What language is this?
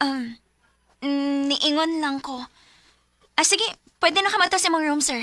Cebuano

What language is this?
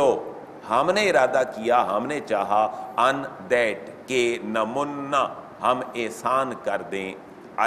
Urdu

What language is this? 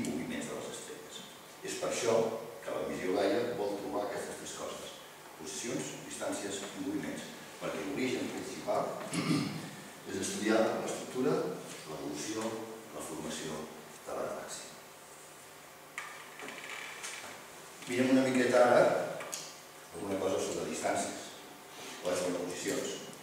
Catalan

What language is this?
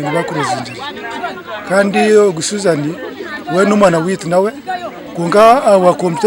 Nyankole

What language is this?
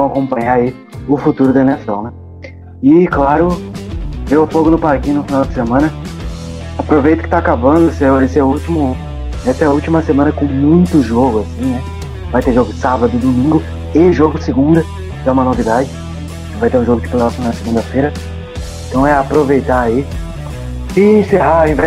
Portuguese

